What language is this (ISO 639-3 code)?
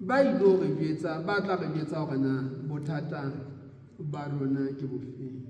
sot